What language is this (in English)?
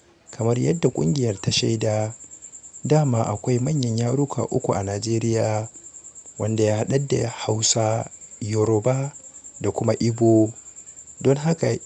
Hausa